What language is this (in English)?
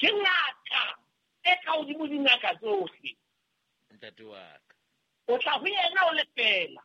Southern Sotho